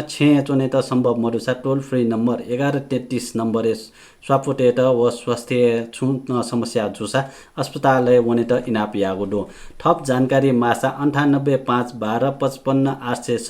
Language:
Newari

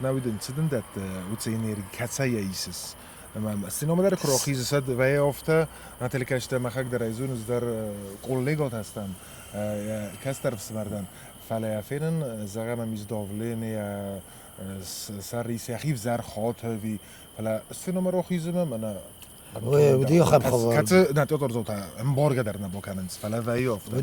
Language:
Ossetic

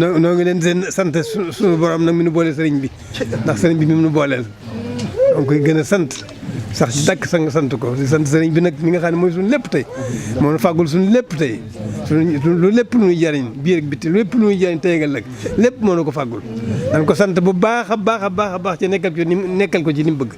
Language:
Wolof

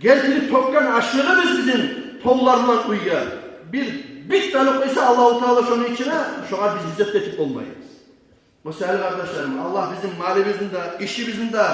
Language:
Kumyk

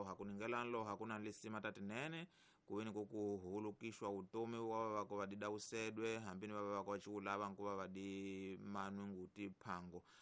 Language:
Tsonga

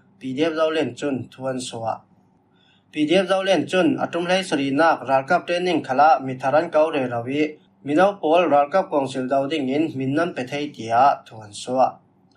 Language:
Falam Chin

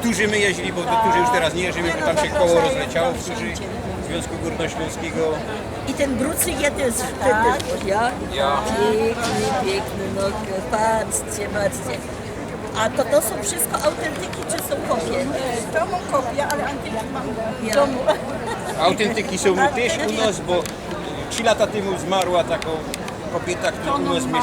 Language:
Silesian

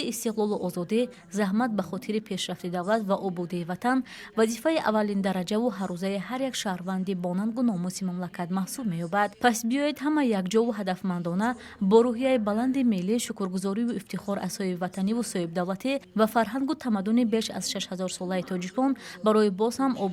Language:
Tajik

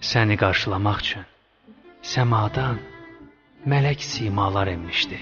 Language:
Azerbaijani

